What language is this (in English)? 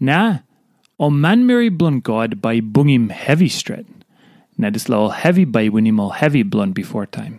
Tok Pisin